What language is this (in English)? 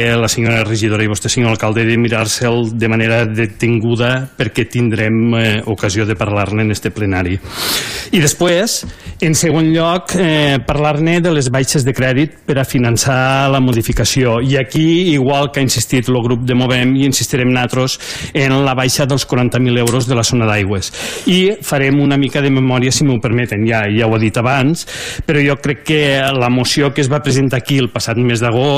Catalan